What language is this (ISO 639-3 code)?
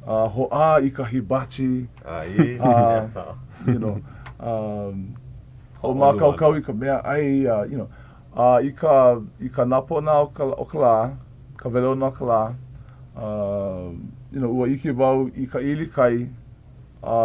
haw